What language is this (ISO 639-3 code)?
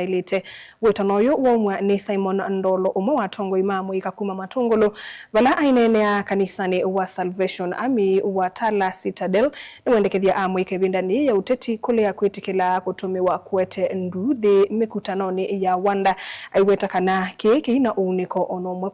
kam